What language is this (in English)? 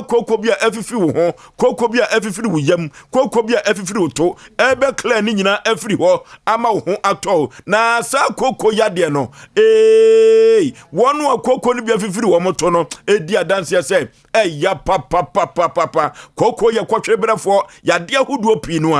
Akan